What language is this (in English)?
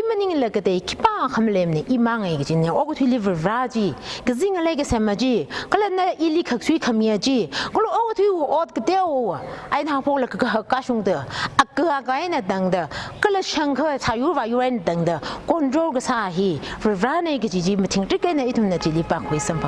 Tangkhul Naga (India)